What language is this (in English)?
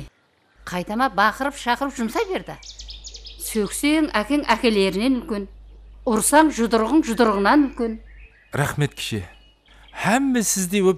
Kara-Kalpak